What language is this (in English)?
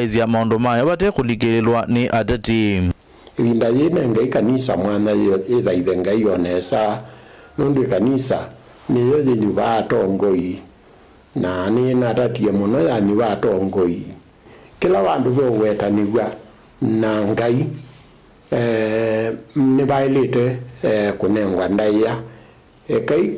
Kamba